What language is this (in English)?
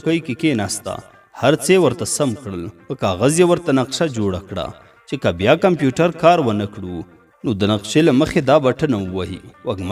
Pashto